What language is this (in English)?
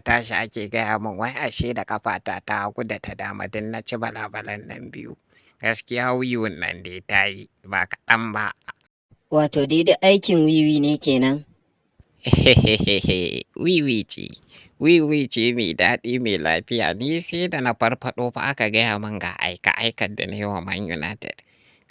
Hausa